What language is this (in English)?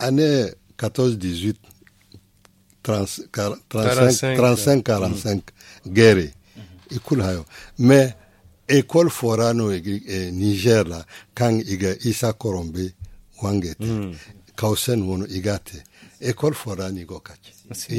Zarma